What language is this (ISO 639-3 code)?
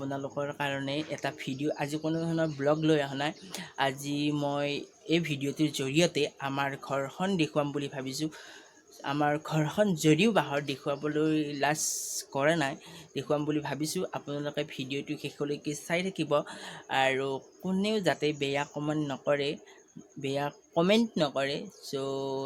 asm